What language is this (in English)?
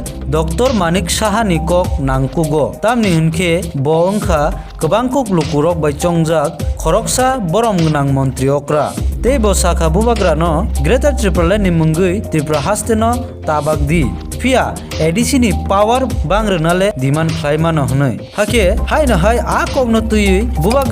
Kok Borok